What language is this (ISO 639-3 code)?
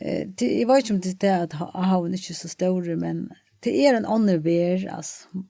fao